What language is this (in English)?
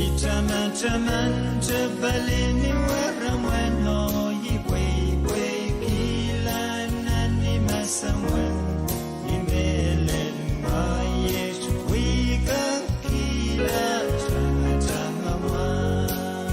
Pohnpeian